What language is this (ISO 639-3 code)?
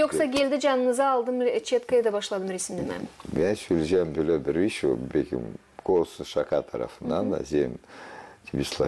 gag